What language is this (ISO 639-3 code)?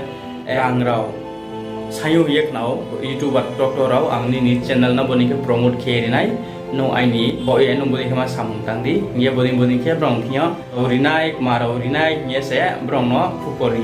ria